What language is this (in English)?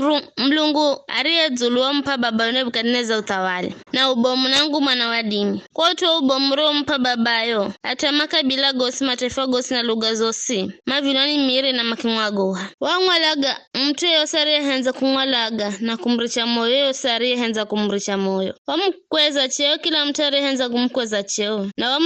Giryama